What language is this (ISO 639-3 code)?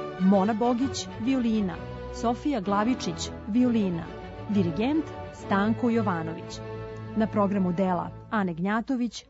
srp